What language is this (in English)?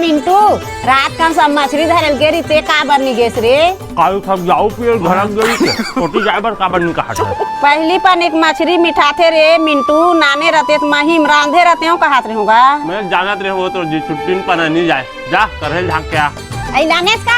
Chhattisgarhi